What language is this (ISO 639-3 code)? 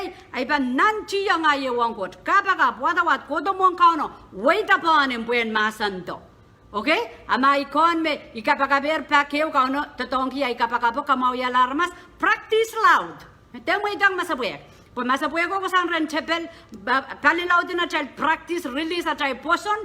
pon